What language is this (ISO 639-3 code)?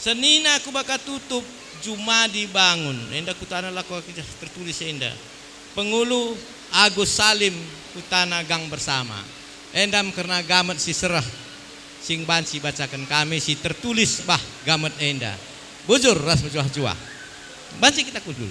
btx